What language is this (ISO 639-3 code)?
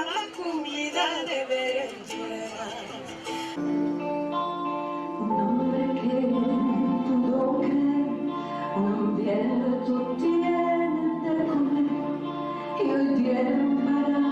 lad